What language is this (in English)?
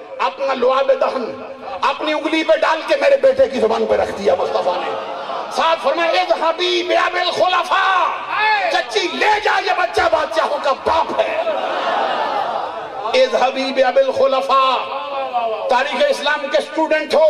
Urdu